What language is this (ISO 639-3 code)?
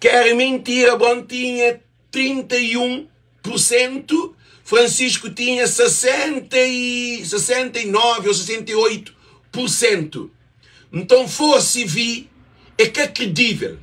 kea